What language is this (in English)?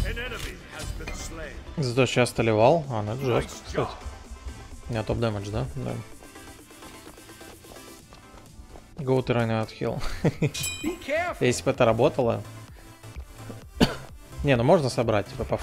Russian